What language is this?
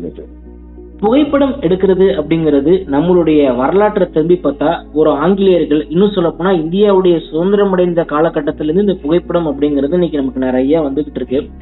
Tamil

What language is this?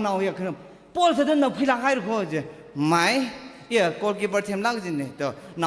Tangkhul Naga (India)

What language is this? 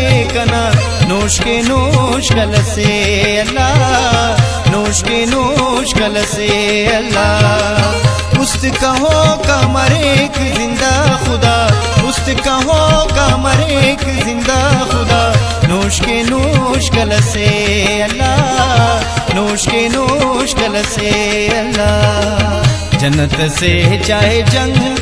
Brahui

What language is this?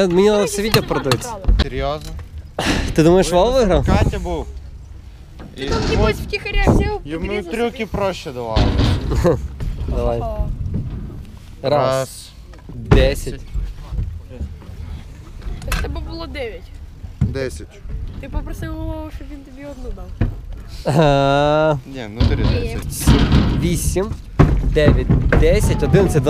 Ukrainian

